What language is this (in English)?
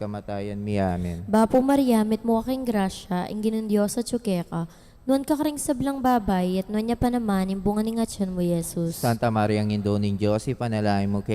Pampanga